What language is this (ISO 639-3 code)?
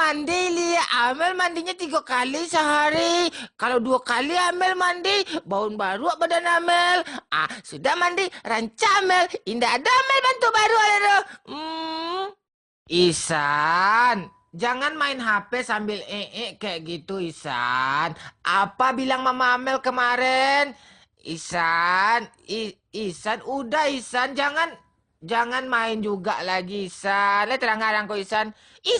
min